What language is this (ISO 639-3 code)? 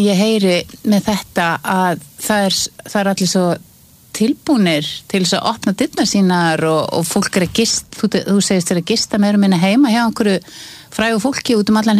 isl